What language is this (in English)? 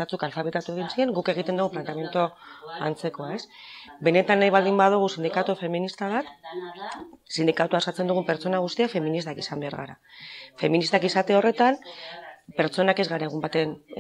Basque